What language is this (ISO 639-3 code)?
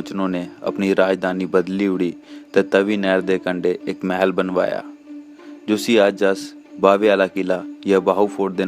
doi